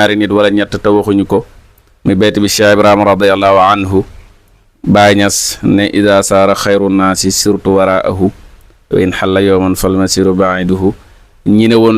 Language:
Wolof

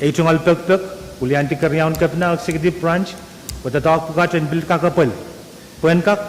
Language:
Pohnpeian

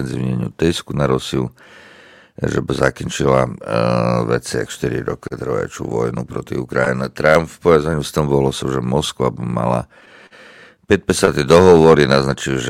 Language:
Slovak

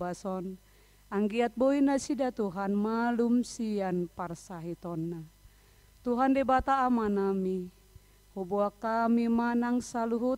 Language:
Batak Toba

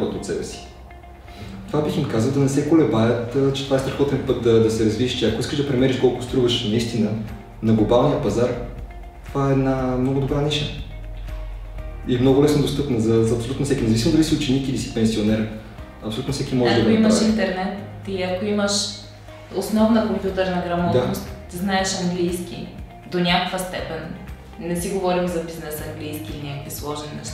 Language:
Bulgarian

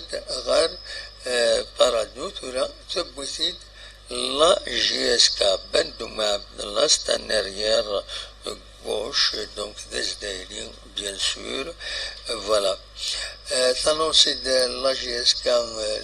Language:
Kabyle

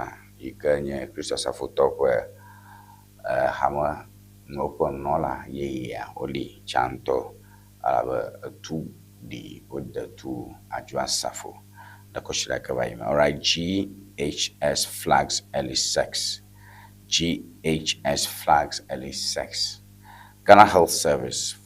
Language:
Ewe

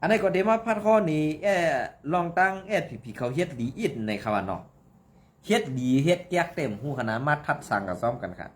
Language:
Shan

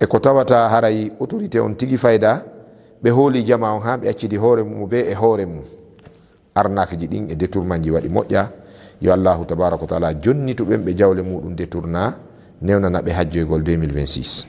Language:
Fula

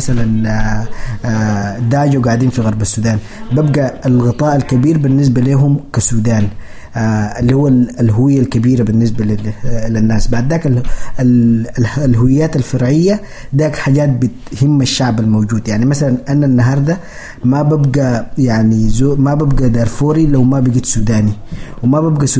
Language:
Sudanese Arabic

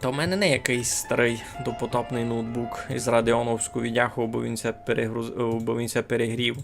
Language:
Rusyn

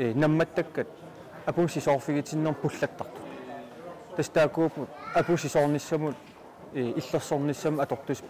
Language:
Kalaallisut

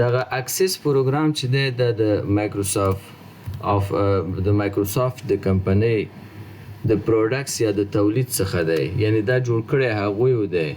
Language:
Pashto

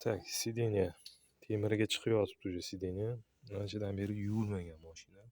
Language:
Uzbek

